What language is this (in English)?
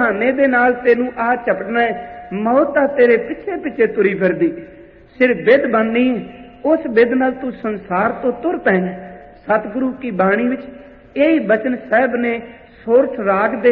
Punjabi